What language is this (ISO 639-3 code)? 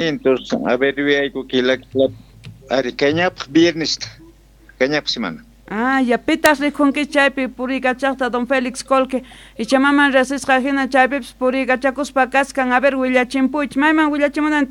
que